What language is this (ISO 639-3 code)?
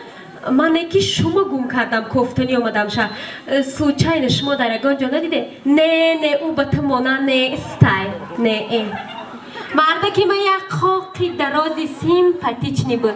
tgk